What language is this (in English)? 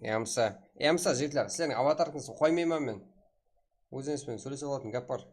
Kara-Kalpak